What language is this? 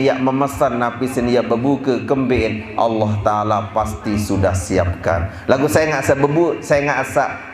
Sasak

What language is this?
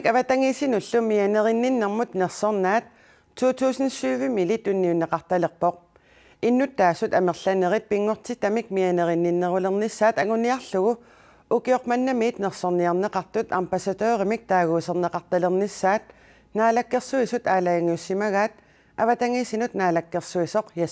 Kalaallisut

